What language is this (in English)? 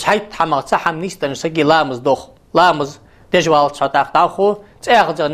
Ingush